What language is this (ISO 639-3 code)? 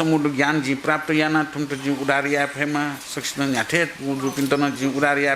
new